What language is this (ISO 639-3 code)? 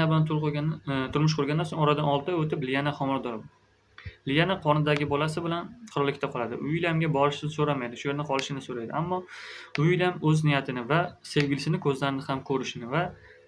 uzb